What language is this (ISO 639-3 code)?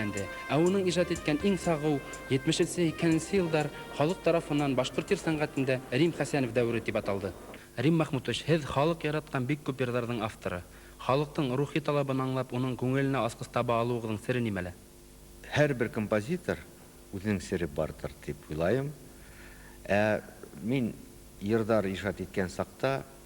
bak